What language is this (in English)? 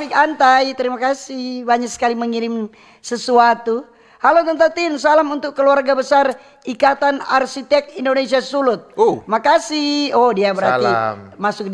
Manado Malay